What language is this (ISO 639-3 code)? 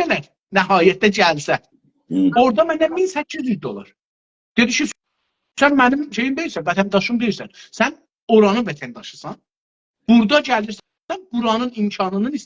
azb